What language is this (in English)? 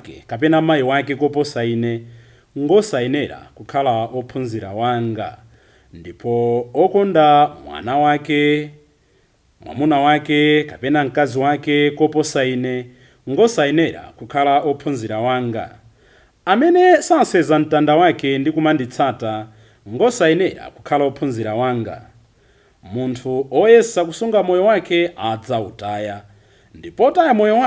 Nyanja